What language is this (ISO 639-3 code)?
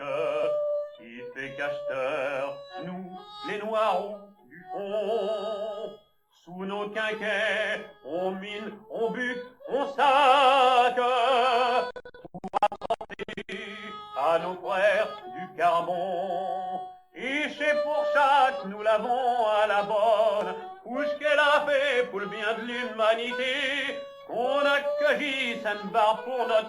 pcd